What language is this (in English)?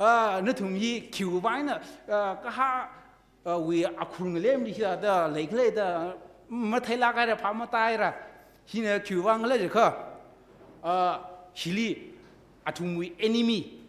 Tangkhul Naga (India)